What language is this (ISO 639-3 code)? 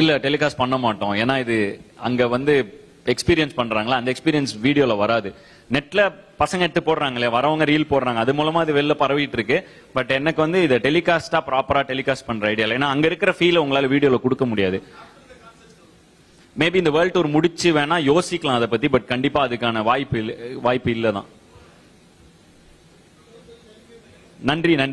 tam